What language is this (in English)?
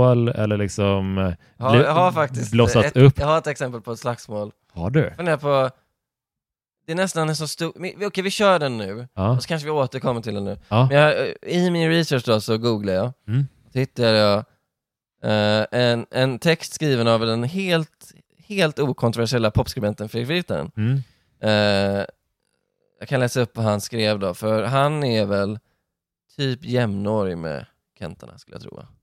Swedish